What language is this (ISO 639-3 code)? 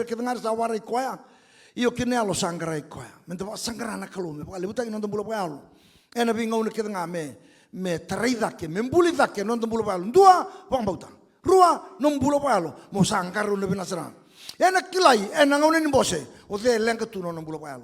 fij